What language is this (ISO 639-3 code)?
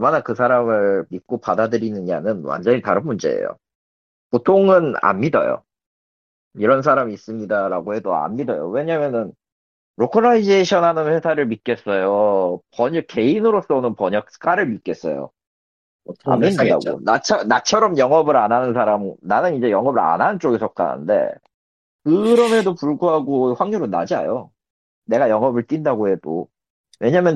kor